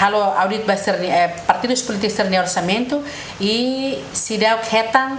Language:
Tetum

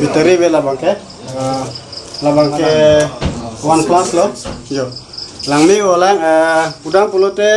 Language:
Karbi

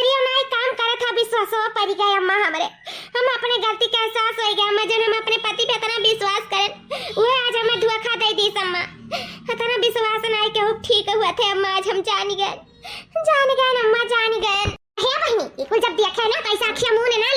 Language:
Awadhi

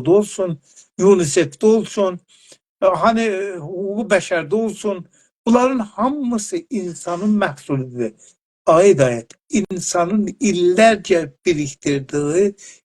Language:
South Azerbaijani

